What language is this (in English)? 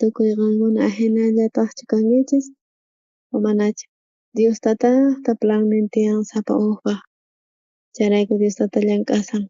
South Bolivian Quechua